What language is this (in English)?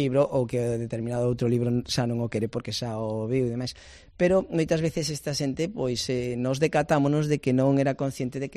Galician